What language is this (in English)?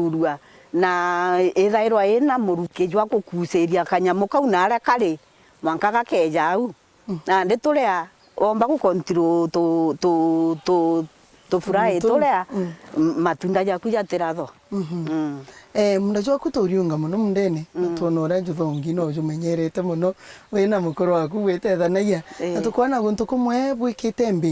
Meru